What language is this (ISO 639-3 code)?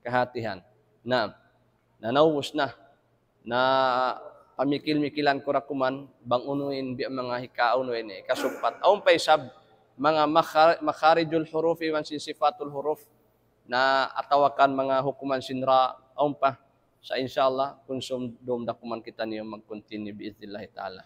tsg